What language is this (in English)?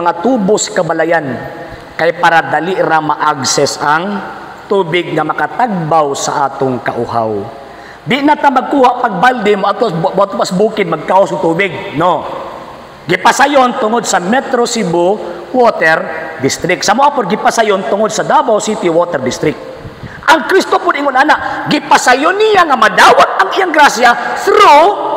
Cebuano